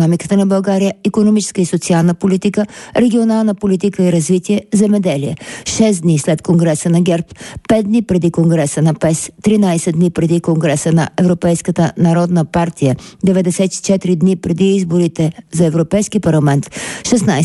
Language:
Bulgarian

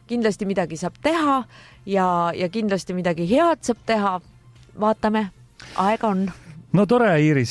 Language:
Estonian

